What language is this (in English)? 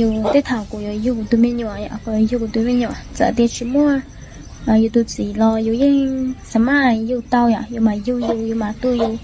Hmong